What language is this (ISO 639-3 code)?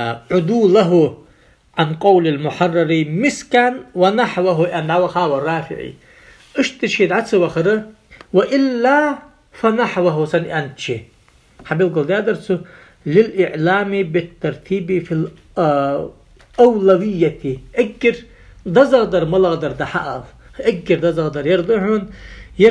inh